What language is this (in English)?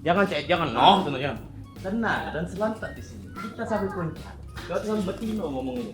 Musi